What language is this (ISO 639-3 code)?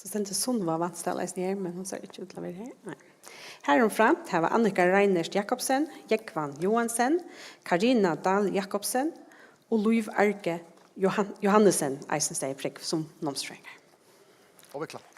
fao